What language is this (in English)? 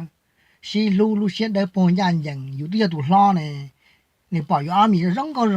Hmong